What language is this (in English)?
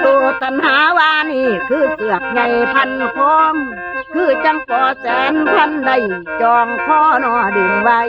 Northeastern Thai